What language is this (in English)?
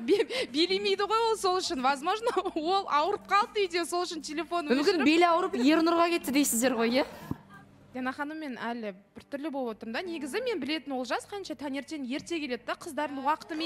Kazakh